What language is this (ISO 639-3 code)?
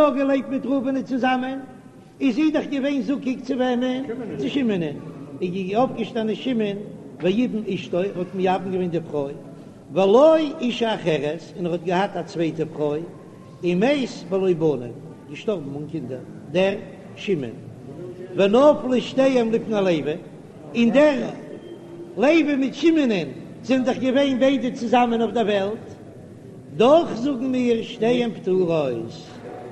yid